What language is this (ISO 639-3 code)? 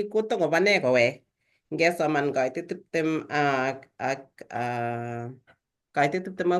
kln